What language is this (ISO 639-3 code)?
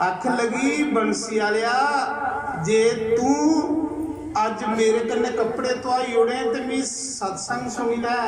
doi